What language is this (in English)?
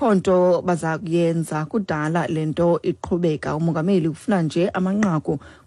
Xhosa